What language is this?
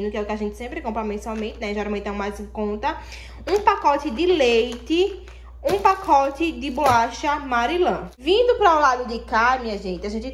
Portuguese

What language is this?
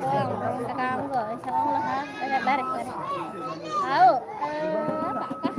Sasak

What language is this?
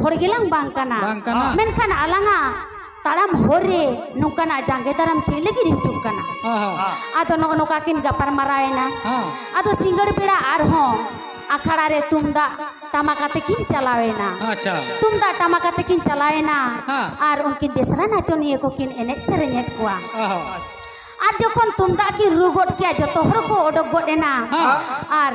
Santali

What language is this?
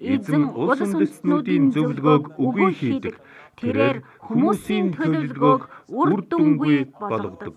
Mongolian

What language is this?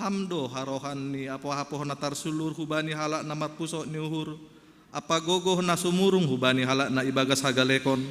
Batak Simalungun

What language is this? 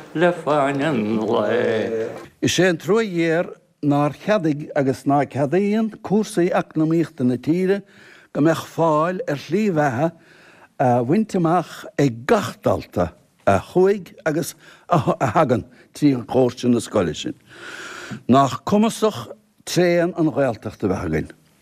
Irish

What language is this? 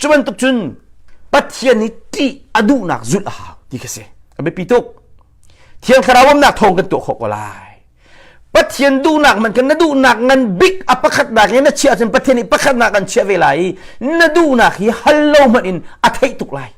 Hakha Chin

